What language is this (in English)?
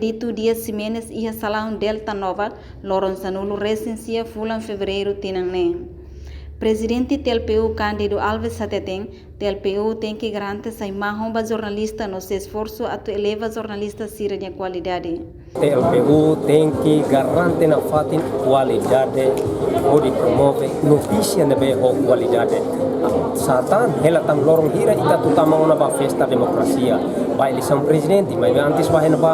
Tetum